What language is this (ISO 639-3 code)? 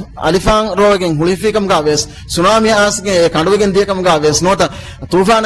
div